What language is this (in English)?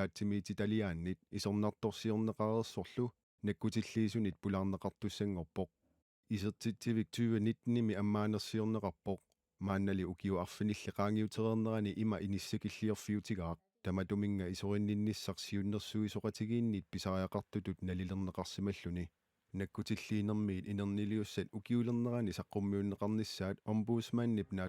Kalaallisut